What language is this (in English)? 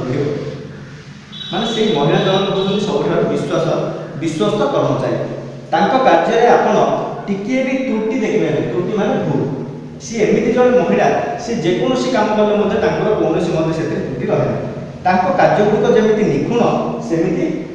Odia